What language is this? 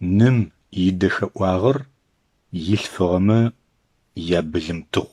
Adyghe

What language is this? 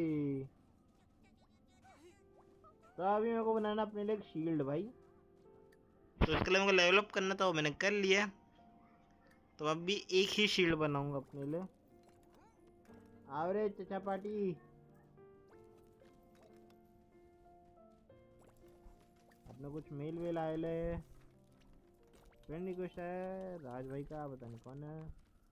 Hindi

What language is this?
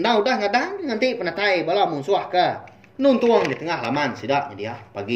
Iban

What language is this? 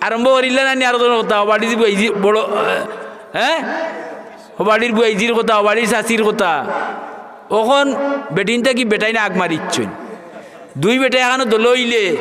Sylheti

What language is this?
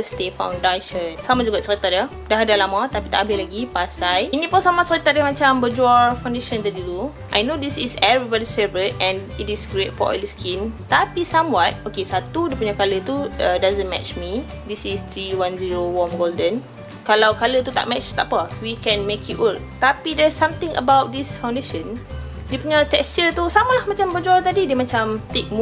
Malay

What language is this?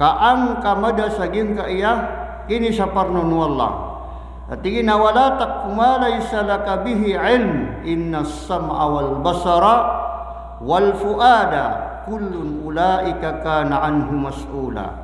Maranao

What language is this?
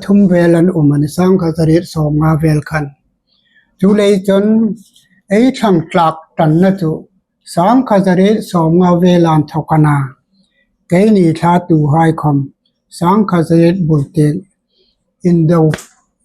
Hmar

